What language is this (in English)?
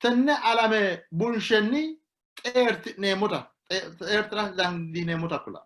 Sidamo